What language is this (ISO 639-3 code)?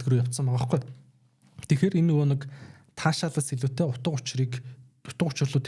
mon